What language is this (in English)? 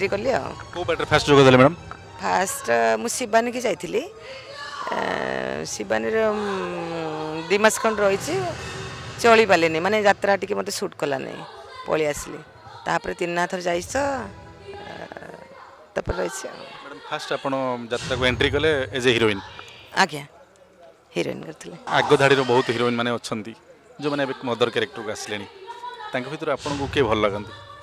Odia